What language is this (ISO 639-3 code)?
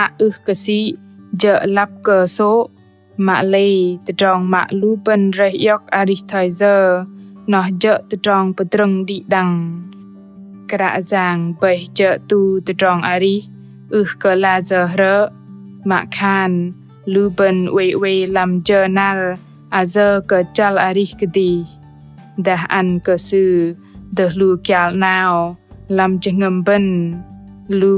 bdq